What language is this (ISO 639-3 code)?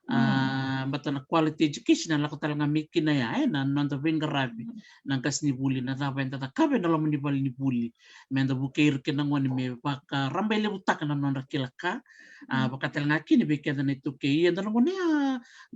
fij